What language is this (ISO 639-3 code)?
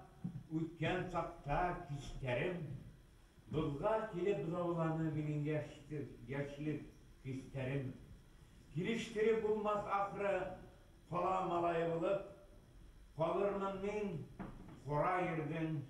bak